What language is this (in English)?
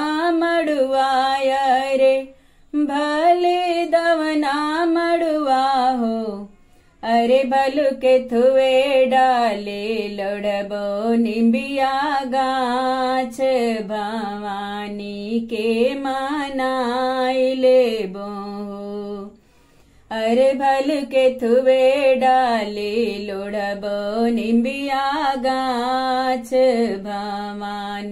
Bhojpuri